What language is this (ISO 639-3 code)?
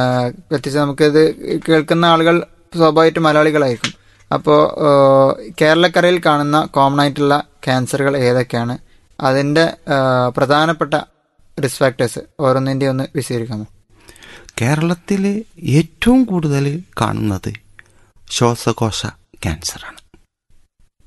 mal